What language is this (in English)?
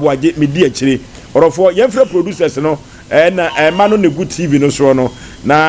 Akan